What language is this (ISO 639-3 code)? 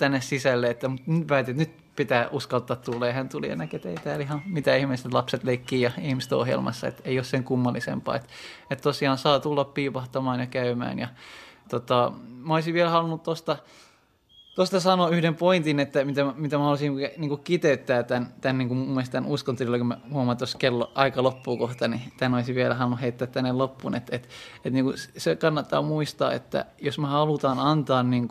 fin